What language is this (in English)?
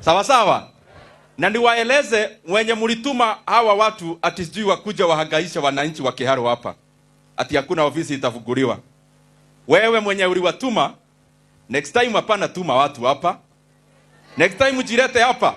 Swahili